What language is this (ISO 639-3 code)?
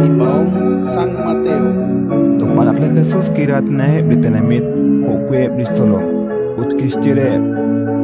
kek